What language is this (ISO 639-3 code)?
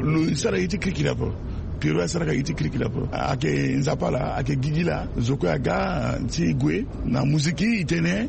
sag